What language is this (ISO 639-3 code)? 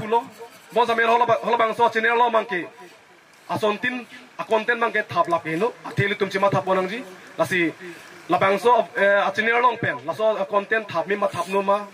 mjw